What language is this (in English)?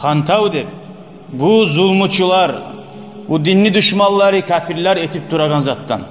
Kumyk